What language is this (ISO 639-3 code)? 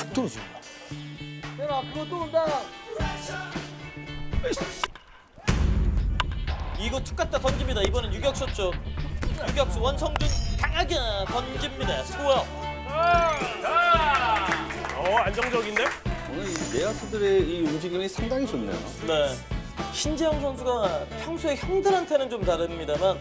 kor